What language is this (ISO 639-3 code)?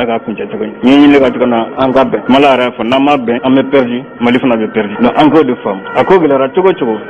bam